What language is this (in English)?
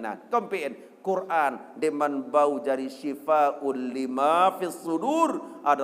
Sasak